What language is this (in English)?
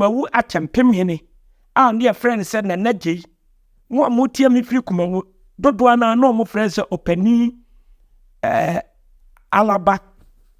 Akan